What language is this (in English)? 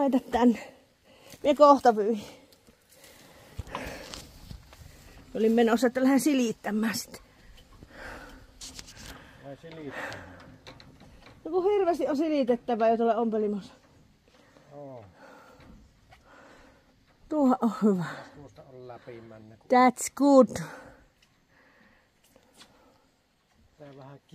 Finnish